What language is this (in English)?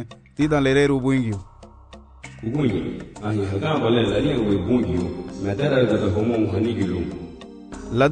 Garifuna